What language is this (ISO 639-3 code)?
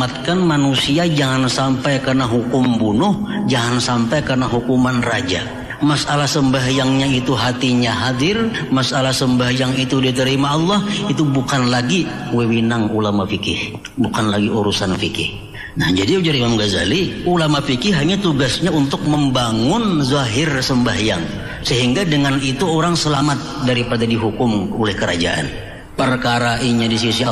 bjn